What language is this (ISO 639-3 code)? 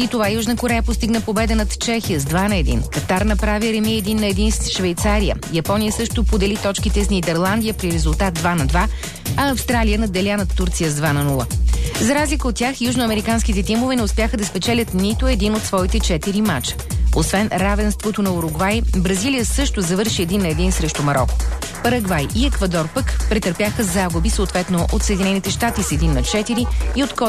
bul